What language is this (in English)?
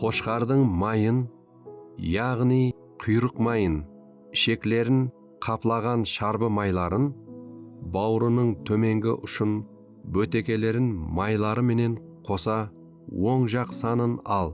Kara-Kalpak